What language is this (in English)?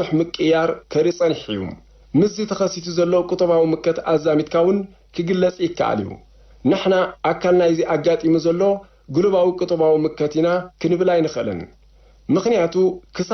Tigrinya